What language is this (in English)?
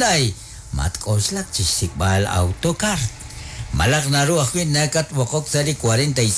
Kekchí